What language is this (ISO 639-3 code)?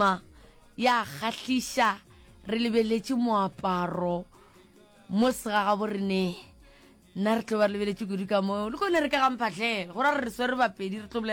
nso